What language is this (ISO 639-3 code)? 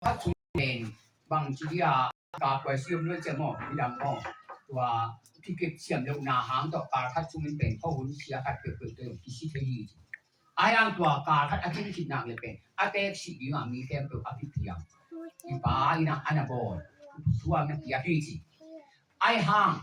ctd